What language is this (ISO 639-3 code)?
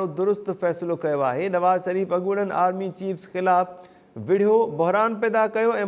snd